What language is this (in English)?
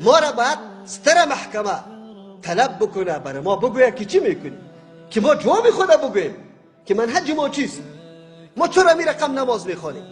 Persian